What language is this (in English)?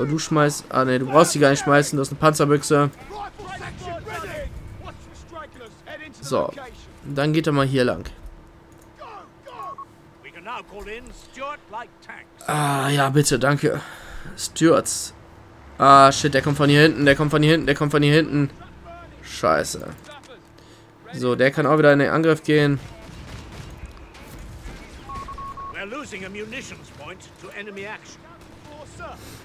German